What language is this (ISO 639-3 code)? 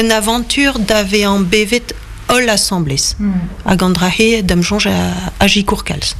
bre